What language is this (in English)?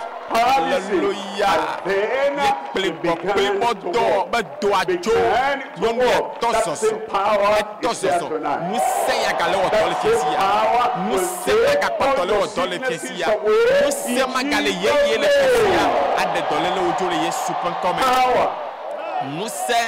Ewe